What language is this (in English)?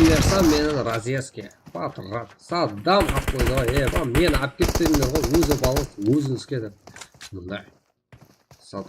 Kara-Kalpak